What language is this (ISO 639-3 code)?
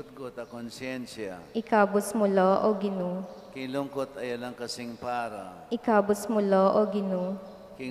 pam